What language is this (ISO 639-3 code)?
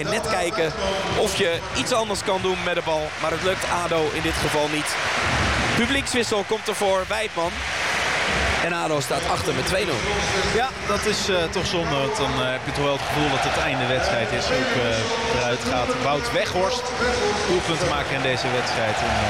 nld